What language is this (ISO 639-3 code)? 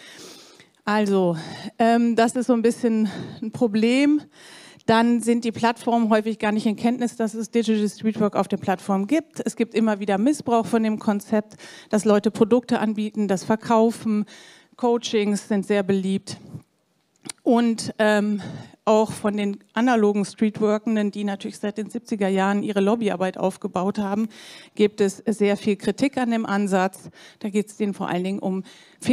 deu